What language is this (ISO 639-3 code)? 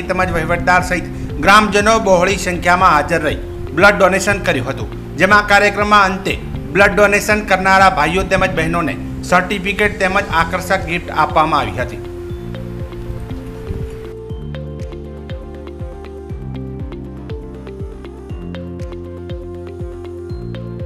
guj